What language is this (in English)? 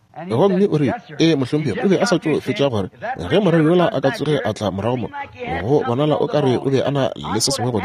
Northern Sotho